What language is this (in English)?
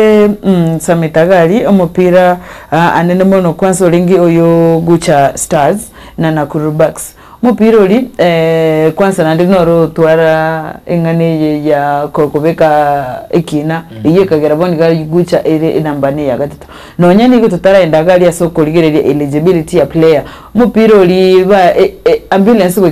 Gusii